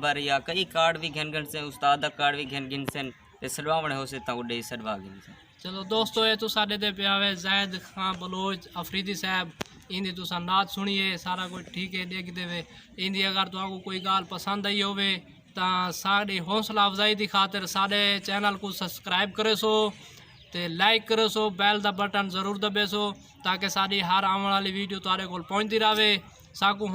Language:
Saraiki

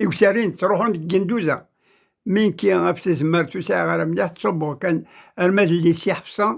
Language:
Kabyle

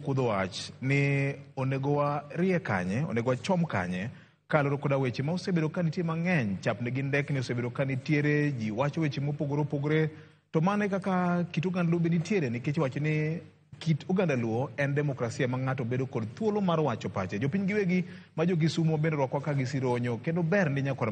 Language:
Luo (Kenya and Tanzania)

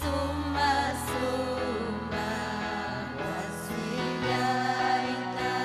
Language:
Ayacucho Quechua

